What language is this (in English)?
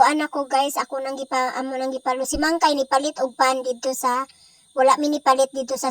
Cebuano